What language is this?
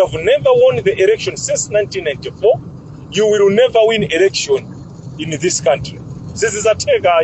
Nyanja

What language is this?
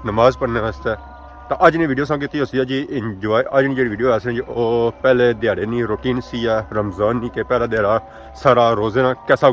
Pahari-Potwari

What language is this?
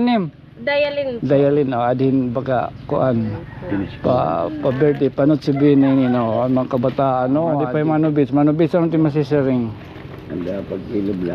Waray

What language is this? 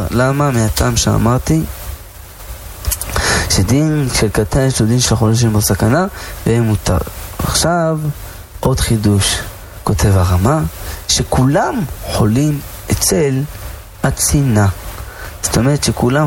Hebrew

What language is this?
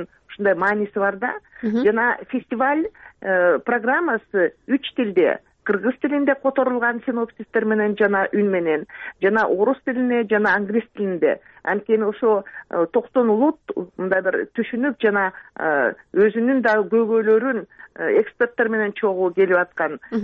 Kyrgyz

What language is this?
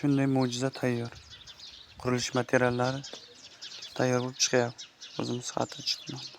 Uzbek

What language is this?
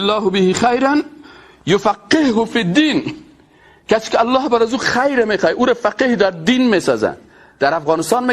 Persian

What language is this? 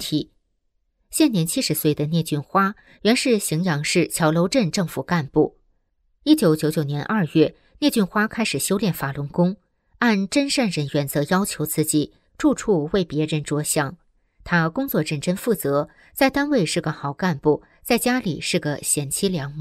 Chinese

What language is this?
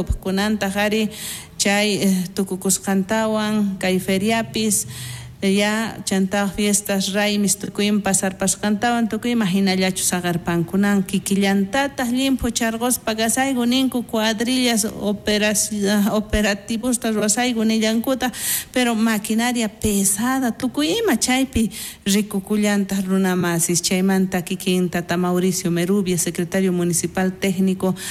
South Bolivian Quechua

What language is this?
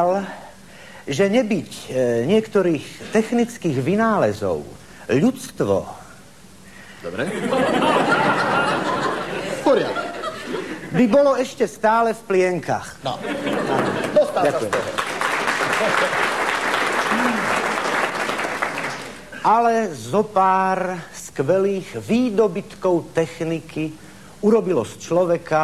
Slovak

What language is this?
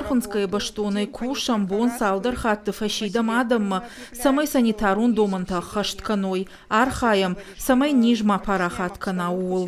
Ossetic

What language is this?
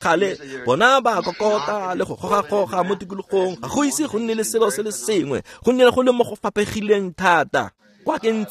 Tswana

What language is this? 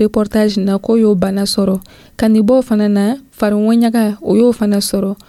Dyula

